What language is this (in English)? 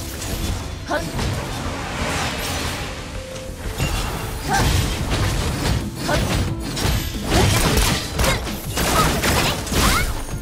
Japanese